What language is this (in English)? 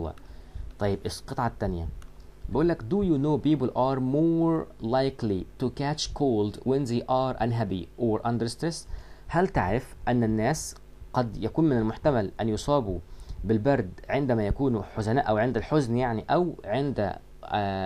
Egyptian Arabic